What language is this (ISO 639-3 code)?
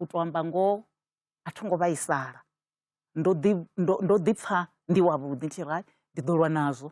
ven